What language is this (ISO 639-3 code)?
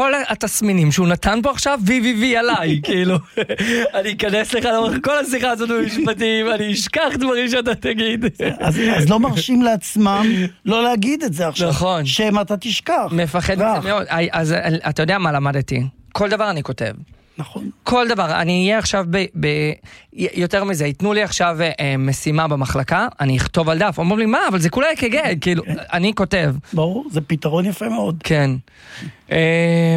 heb